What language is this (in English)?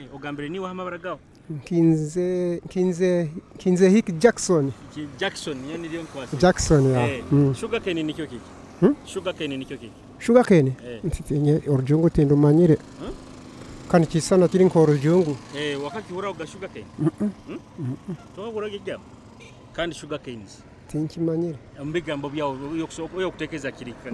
Nyoro